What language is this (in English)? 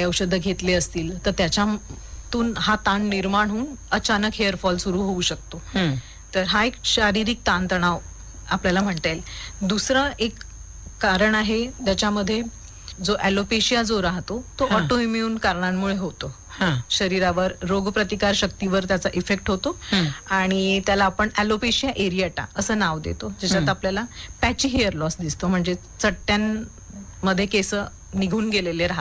Marathi